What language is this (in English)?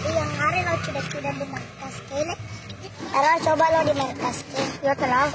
Buginese